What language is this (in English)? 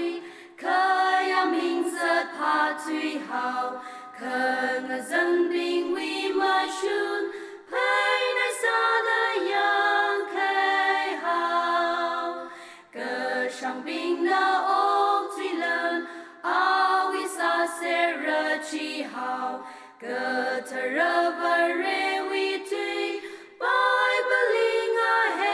Tangkhul Naga (India)